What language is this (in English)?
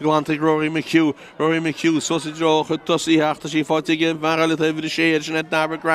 Irish